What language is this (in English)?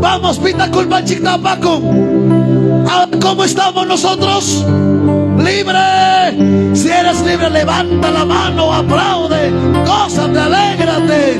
Ayacucho Quechua